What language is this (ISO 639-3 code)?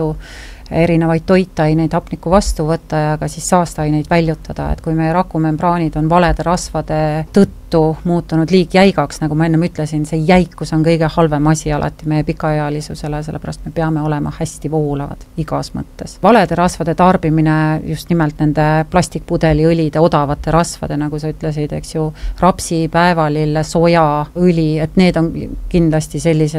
est